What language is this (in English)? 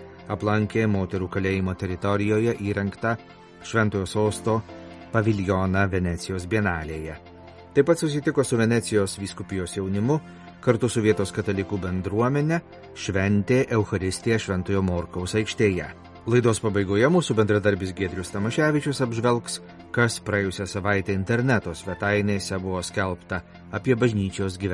Lithuanian